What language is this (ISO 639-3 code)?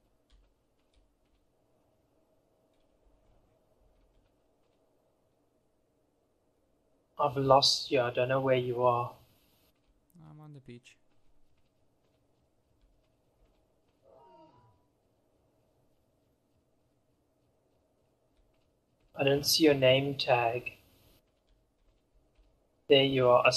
eng